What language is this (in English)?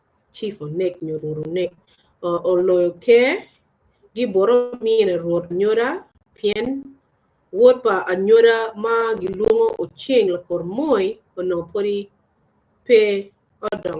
Acoli